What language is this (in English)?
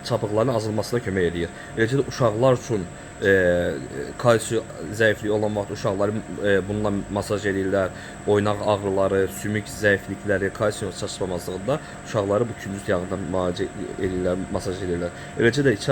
Azerbaijani